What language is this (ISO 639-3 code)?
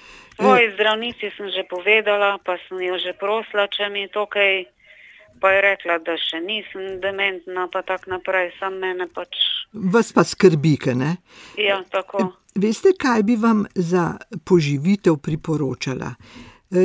slv